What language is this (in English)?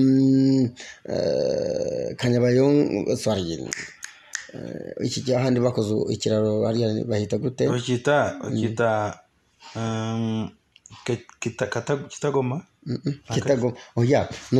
Kinyarwanda